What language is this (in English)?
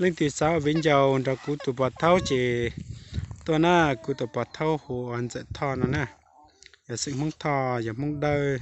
Hmong